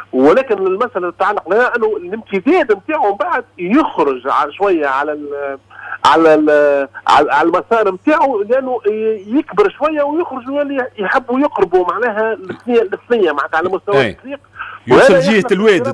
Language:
Tunisian Arabic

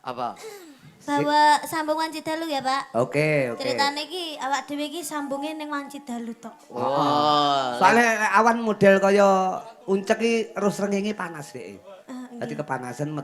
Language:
Javanese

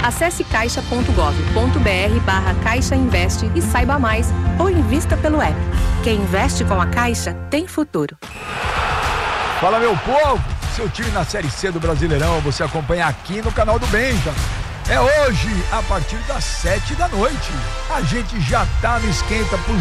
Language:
Portuguese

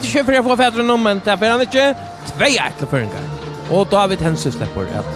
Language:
Faroese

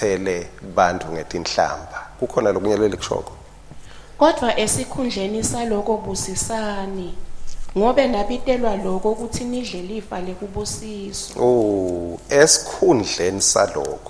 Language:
Swati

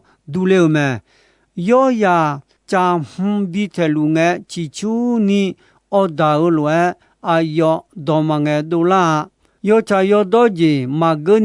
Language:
Akha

